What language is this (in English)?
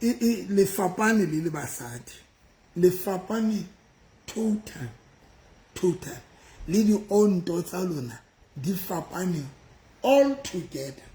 Southern Sotho